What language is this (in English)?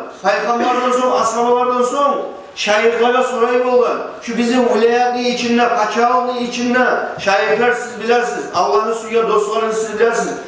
Kumyk